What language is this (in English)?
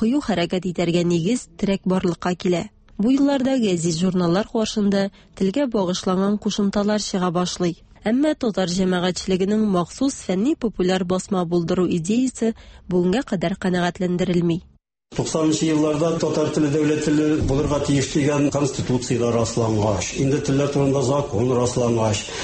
Tatar